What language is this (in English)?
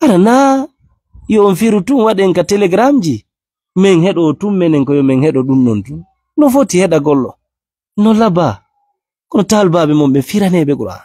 Fula